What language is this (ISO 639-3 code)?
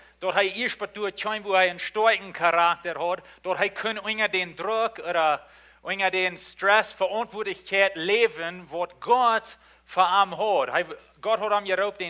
pdt